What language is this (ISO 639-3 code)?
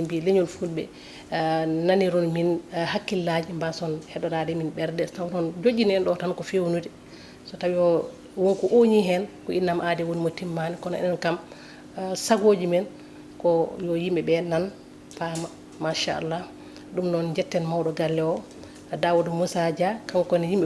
ful